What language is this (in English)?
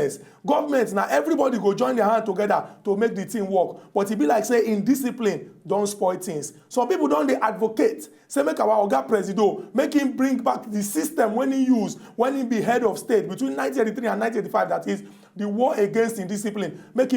Nigerian Pidgin